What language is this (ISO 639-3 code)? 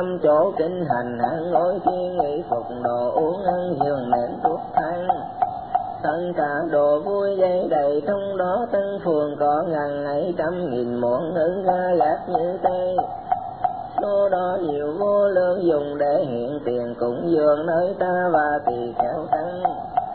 vie